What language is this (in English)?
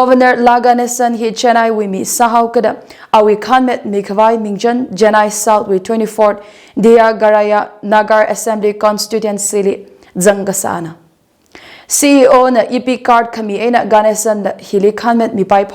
Tangkhul Naga (India)